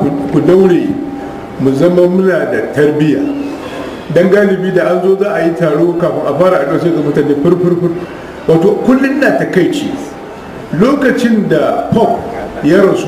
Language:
Hausa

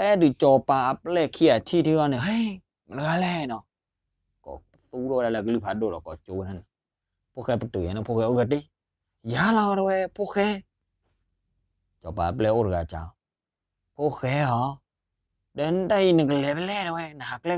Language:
S'gaw Karen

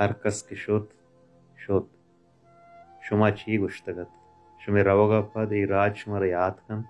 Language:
Baluchi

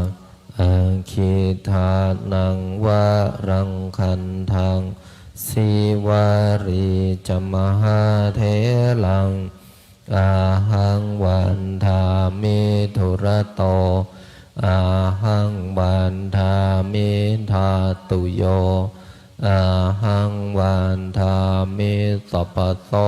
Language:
Pali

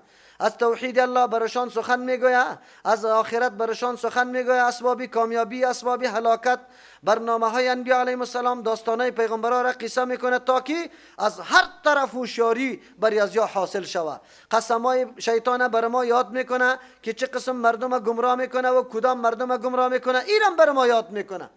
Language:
Persian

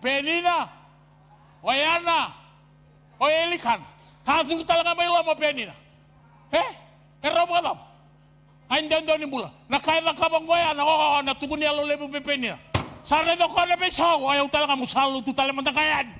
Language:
Fijian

